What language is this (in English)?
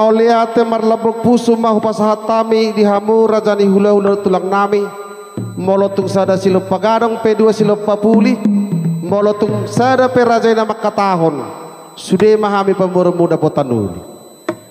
Batak Toba